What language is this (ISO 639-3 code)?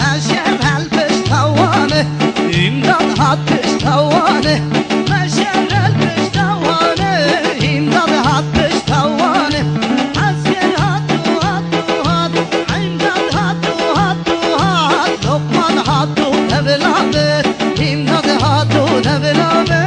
kur